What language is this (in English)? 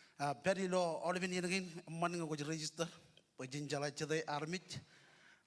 Marshallese